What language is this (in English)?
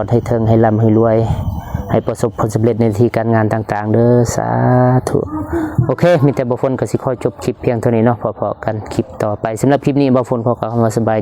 Lao